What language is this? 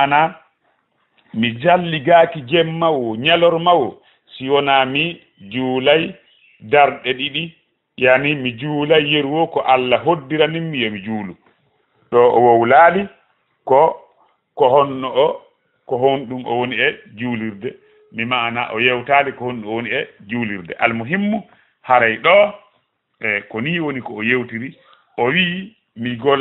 Fula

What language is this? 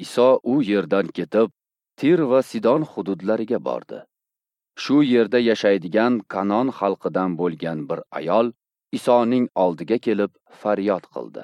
Uzbek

